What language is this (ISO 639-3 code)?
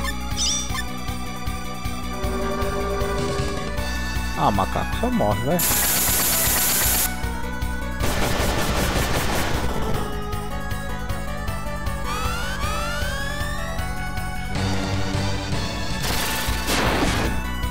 por